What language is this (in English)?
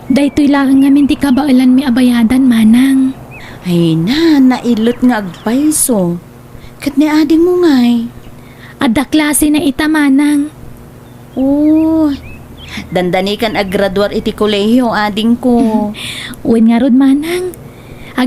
Iloko